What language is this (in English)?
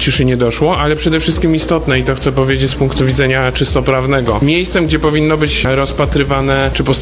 Polish